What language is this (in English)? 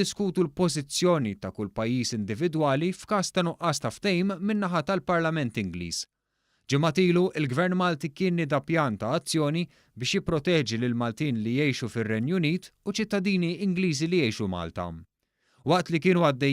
Maltese